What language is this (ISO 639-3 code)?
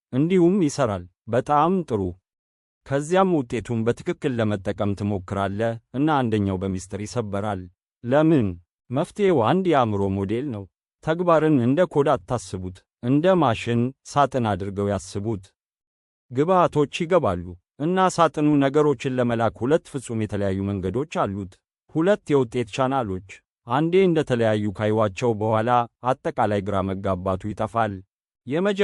amh